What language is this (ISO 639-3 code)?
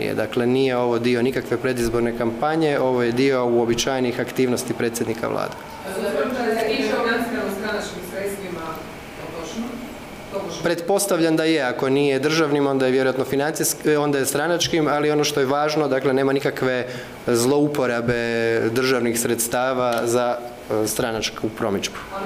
hrv